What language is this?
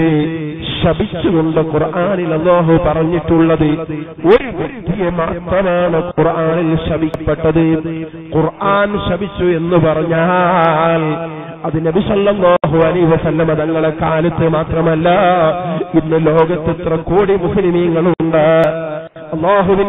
Malayalam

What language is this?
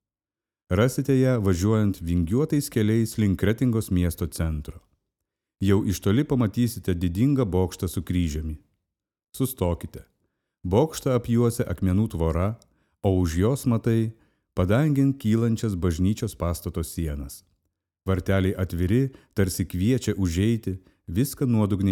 Lithuanian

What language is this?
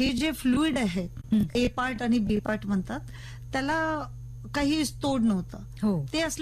Marathi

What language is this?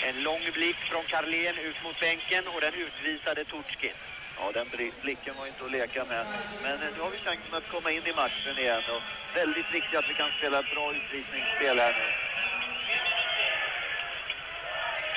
Swedish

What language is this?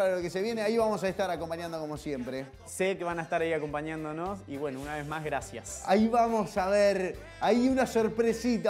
Spanish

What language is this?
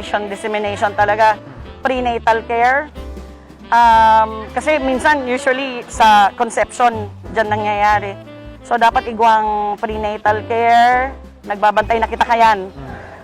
Bikol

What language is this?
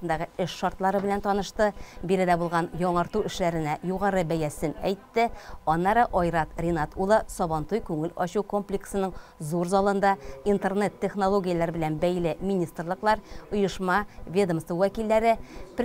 Tatar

